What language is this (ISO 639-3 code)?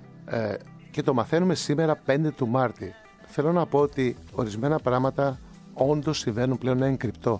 ell